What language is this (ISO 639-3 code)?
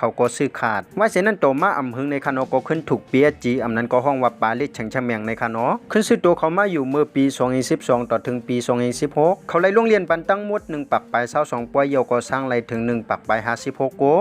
shn